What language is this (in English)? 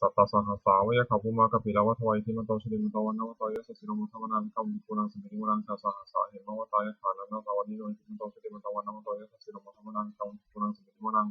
Pali